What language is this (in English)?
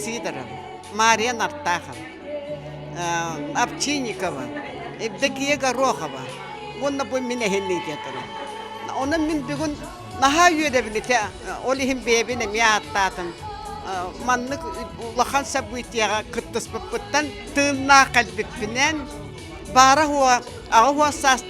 Yakut